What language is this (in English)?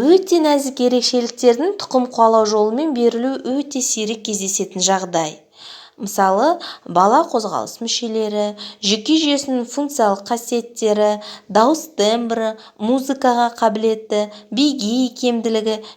Kazakh